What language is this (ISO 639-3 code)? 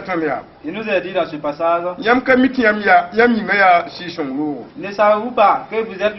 mos